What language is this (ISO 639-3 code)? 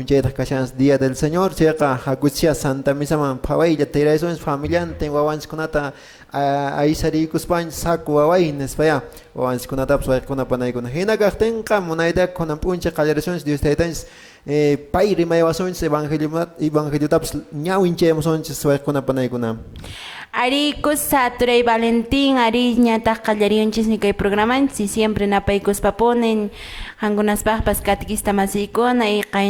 que